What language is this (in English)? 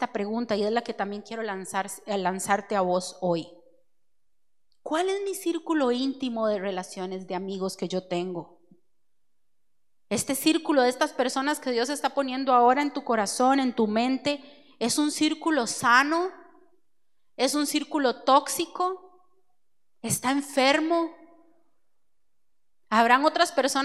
Spanish